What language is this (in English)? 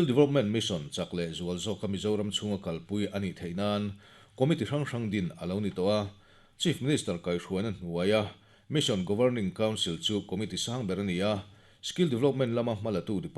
Mizo